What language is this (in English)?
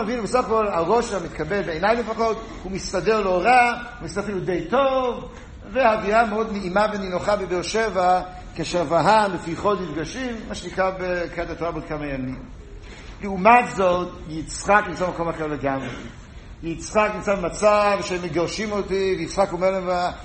Hebrew